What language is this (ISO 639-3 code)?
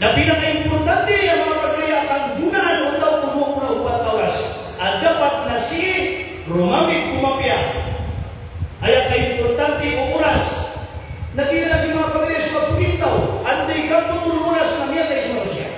mrw